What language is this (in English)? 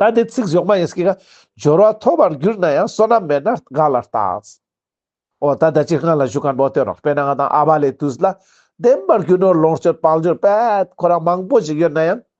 Ladakhi